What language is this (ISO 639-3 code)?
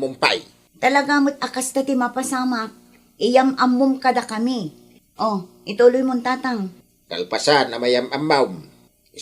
ilo